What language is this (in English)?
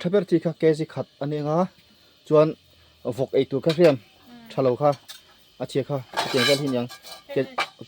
Mizo